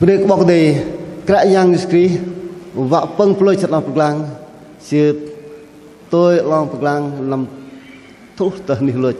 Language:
Bahnar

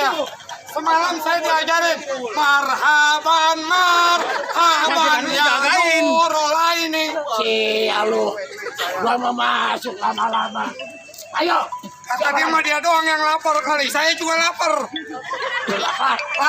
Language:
Betawi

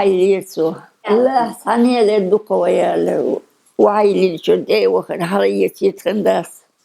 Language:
Chechen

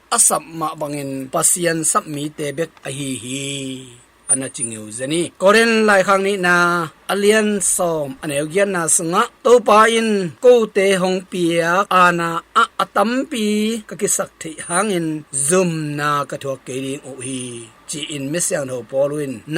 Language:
Tedim Chin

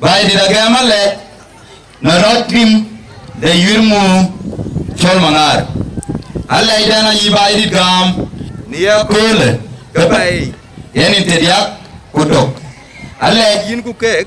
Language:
Dinka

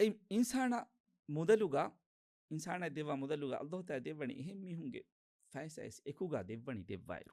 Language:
Divehi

